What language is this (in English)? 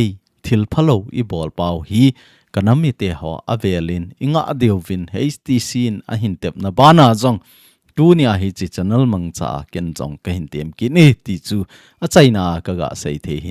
Thado Chin